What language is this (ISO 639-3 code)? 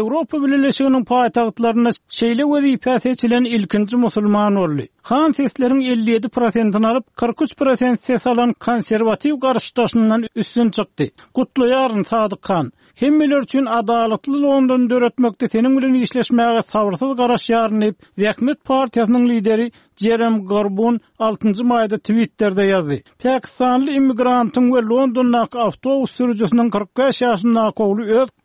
tuk